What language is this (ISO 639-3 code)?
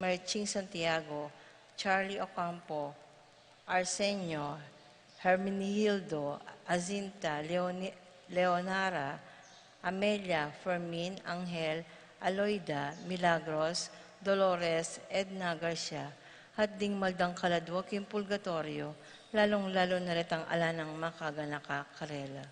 pam